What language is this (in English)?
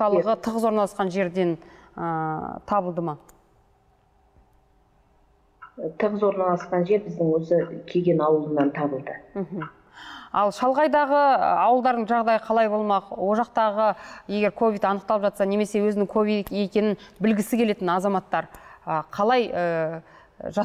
Kazakh